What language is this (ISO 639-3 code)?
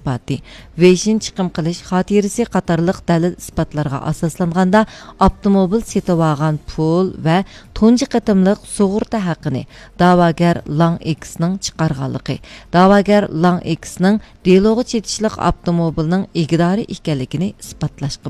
uig